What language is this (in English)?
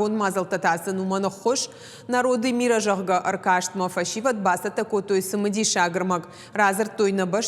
Ossetic